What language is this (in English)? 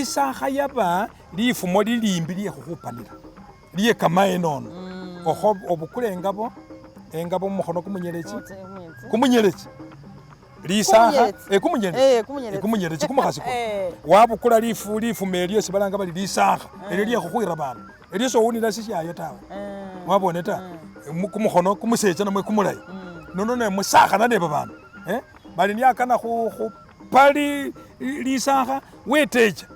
Masaaba